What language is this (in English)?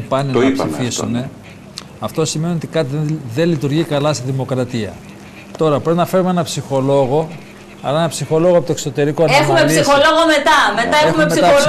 Greek